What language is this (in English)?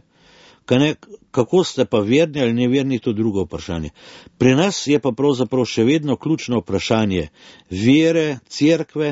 Slovenian